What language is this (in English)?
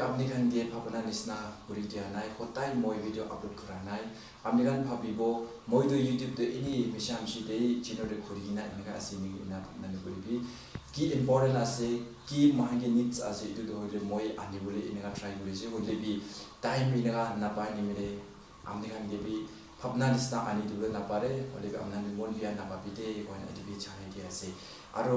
Naga Pidgin